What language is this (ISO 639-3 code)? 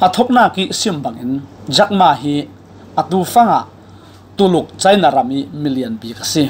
cfm